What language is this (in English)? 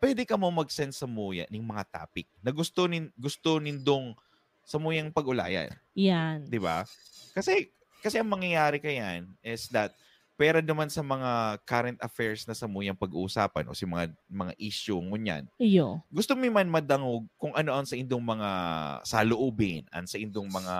Bikol